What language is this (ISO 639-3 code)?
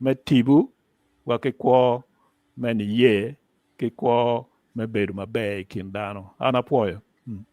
ach